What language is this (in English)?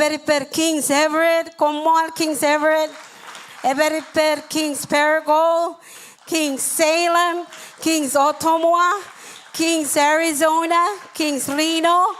Marshallese